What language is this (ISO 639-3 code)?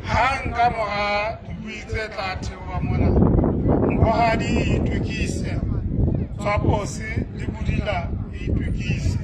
sot